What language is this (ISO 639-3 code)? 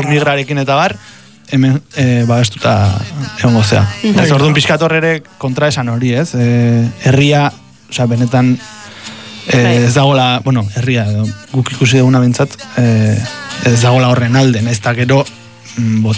eus